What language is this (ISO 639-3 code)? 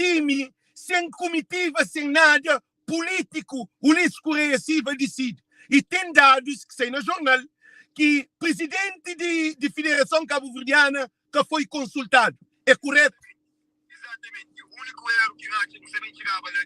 kea